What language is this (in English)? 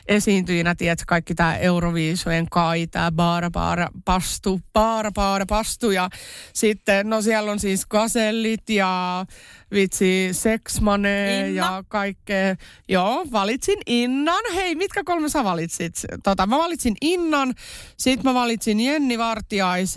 Finnish